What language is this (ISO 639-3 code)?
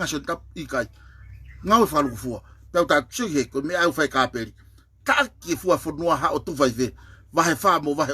ton